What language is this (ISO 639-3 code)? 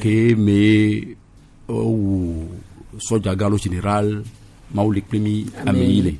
gej